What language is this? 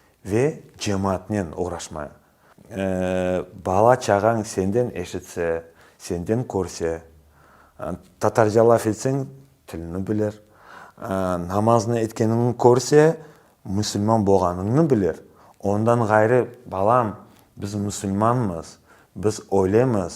Crimean Tatar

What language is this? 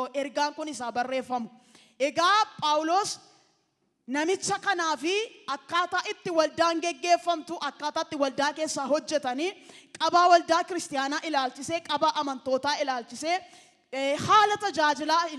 Oromo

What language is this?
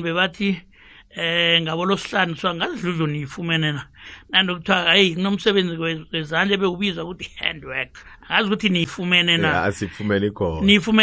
South Ndebele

